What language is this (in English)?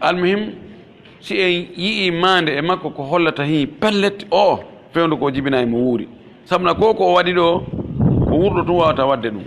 Pular